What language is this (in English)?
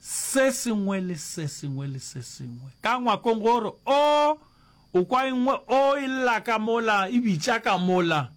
Northern Sotho